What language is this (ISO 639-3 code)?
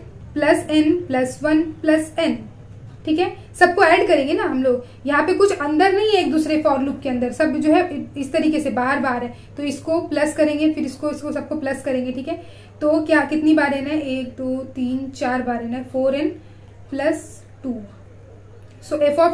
hin